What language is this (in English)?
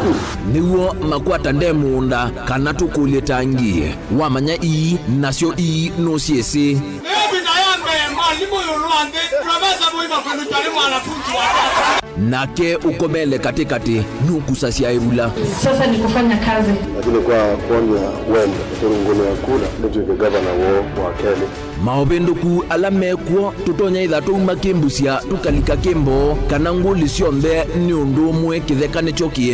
Kamba